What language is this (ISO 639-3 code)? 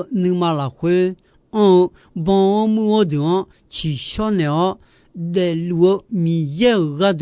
ahk